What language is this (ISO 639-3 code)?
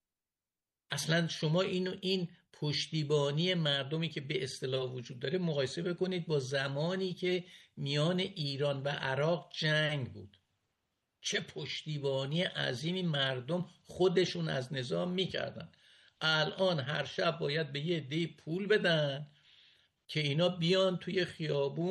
fas